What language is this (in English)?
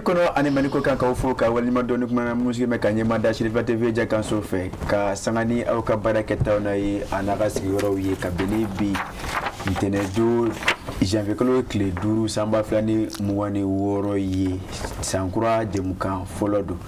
Bambara